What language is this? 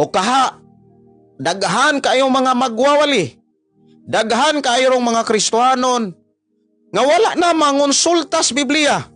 Cebuano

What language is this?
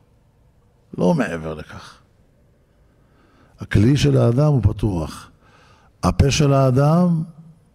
Hebrew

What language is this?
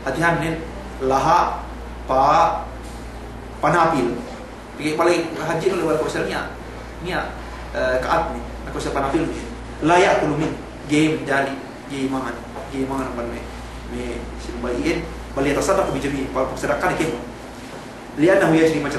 Yakan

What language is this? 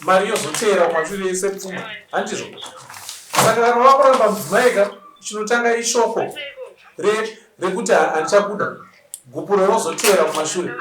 Shona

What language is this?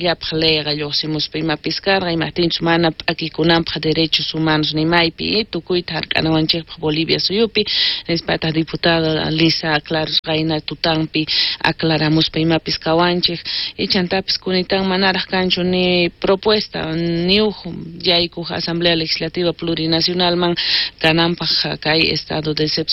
South Bolivian Quechua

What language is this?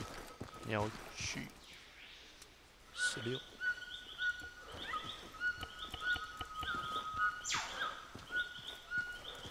Chinese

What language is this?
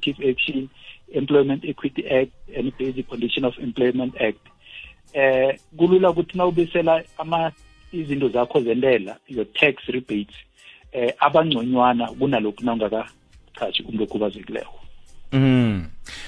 South Ndebele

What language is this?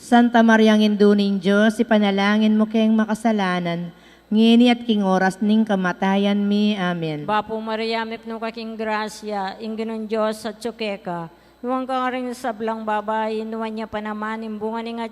Pampanga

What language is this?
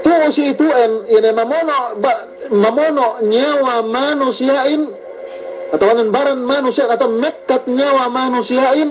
Yakan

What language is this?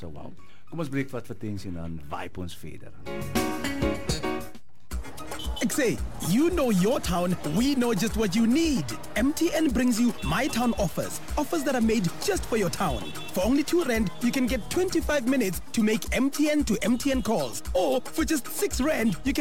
Afrikaans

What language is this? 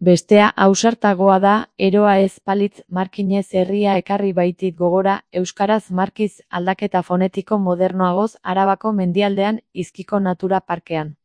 Basque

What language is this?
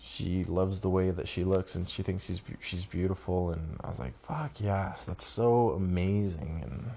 English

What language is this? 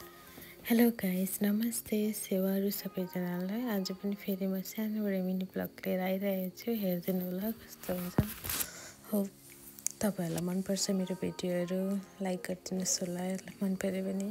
Nepali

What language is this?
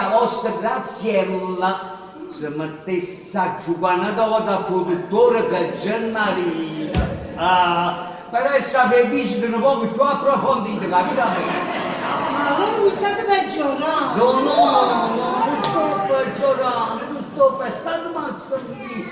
Neapolitan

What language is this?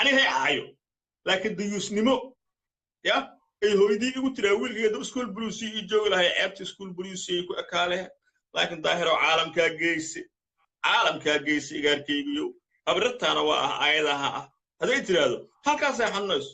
Somali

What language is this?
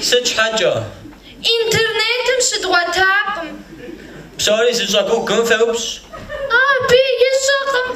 Kabardian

